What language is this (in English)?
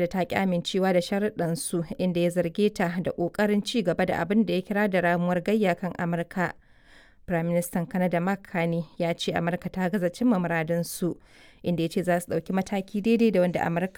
Hausa